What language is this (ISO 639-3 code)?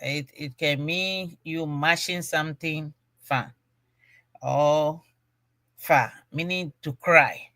ewe